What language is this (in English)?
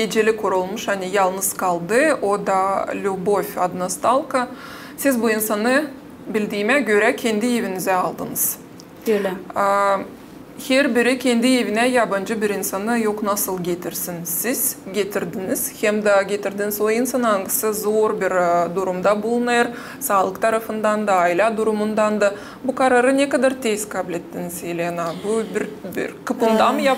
Gagauz